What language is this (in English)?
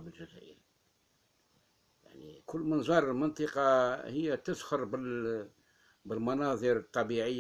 Arabic